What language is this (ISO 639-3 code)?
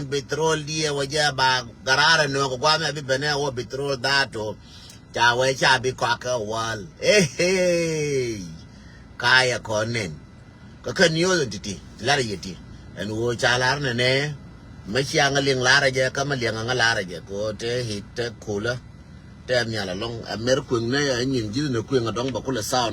nus